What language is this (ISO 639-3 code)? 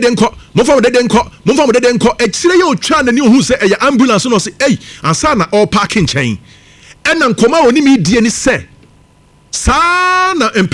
aka